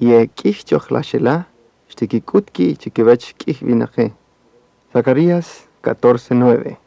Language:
Kaqchikel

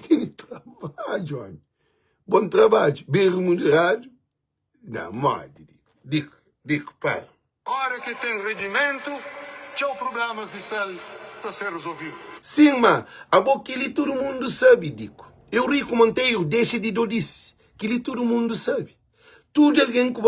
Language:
Kabuverdianu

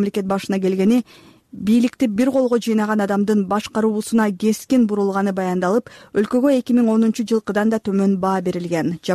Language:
Kyrgyz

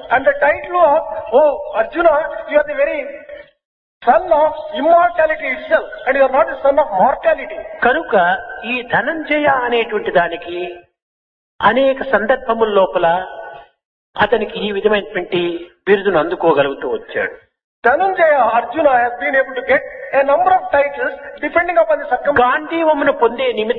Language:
Telugu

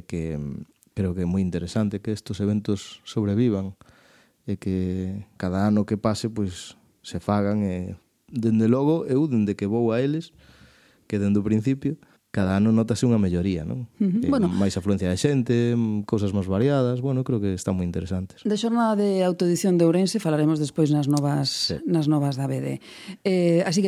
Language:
Galician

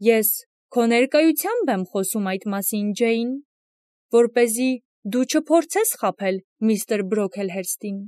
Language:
Armenian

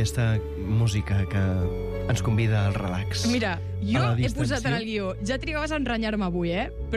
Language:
Catalan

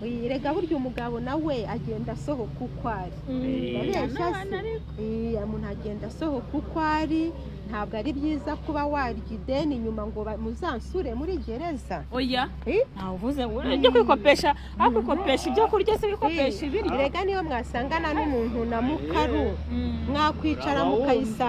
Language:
Kinyarwanda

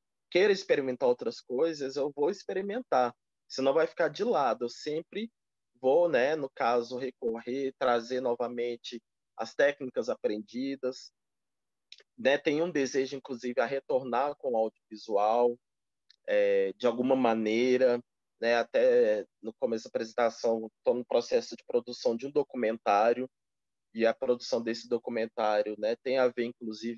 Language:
Portuguese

